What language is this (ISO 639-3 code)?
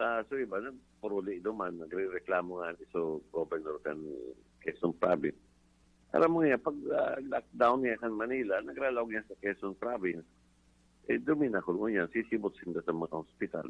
bik